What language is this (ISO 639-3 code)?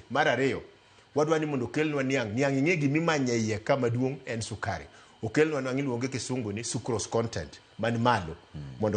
luo